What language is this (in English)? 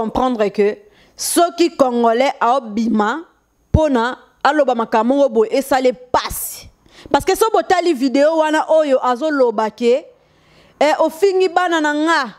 Lingala